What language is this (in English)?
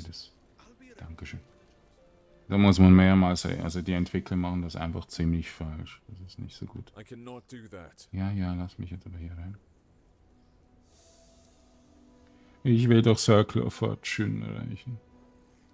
German